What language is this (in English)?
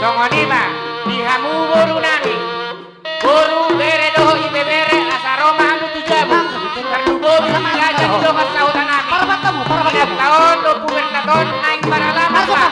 Batak Toba